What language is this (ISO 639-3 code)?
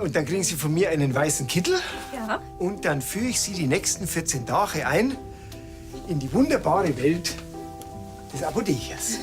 bar